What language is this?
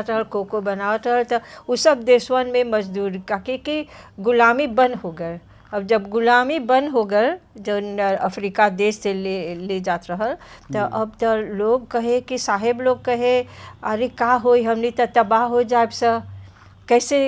Bhojpuri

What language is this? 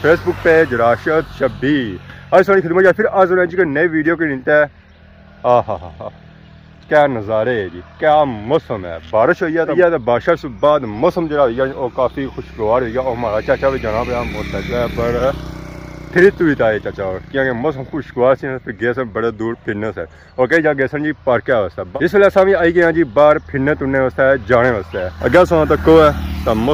Pahari-Potwari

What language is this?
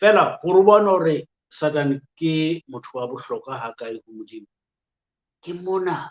Southern Sotho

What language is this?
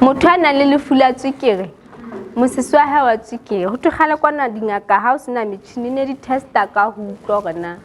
Southern Sotho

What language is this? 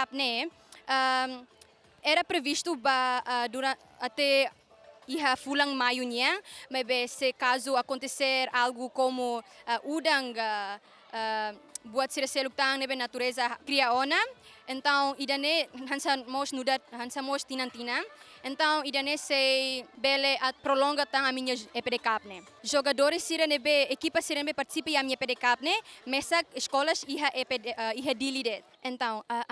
Tetum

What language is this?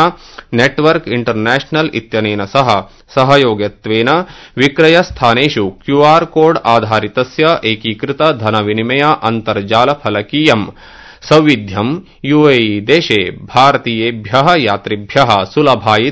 Sanskrit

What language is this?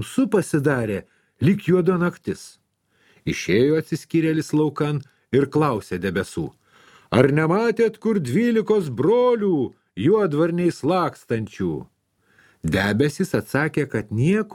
Lithuanian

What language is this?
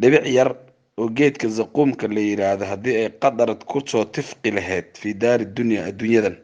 Somali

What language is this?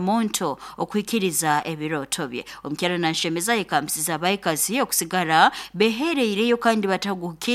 Nyoro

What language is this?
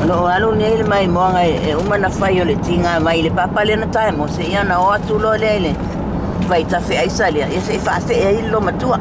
Samoan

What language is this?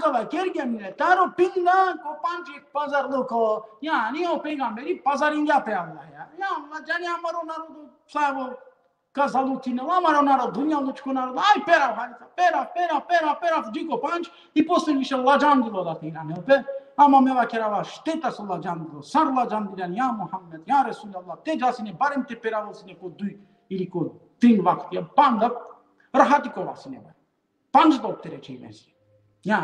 Balkan Romani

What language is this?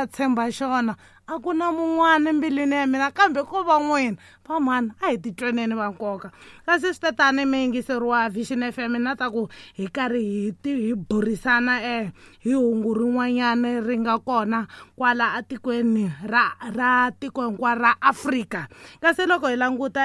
Tsonga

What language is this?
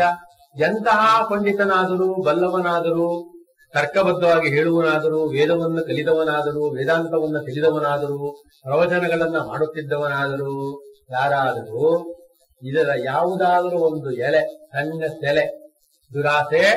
Kannada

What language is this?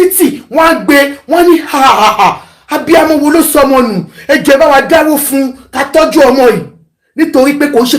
Yoruba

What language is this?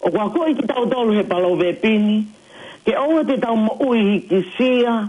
Tongan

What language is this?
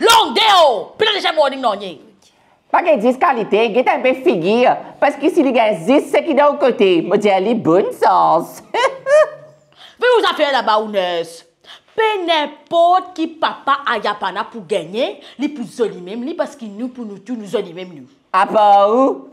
Morisyen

